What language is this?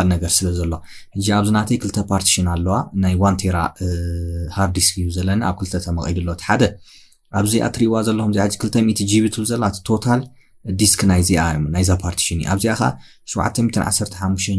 Tigrinya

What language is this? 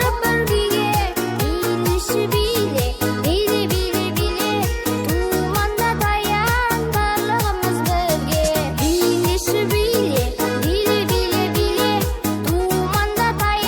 Kara-Kalpak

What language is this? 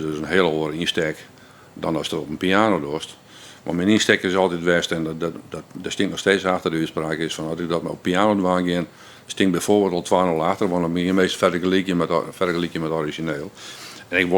Western Frisian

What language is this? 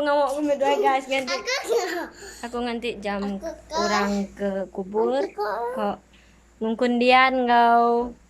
Iban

